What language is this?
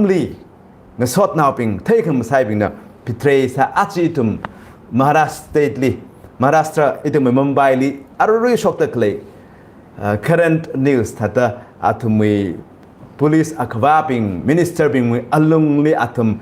Tangkhul Naga (India)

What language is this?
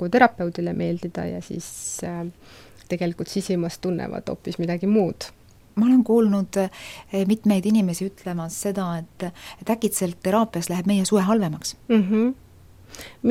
Estonian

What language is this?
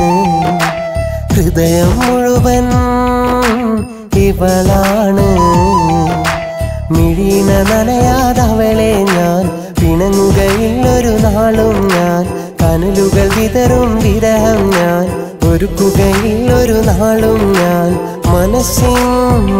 Malayalam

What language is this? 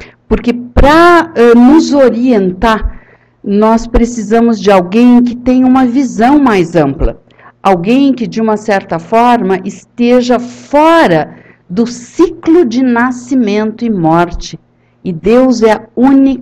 Portuguese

